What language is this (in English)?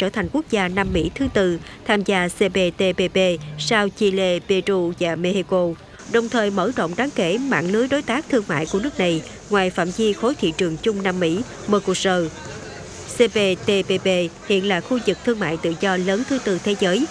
Vietnamese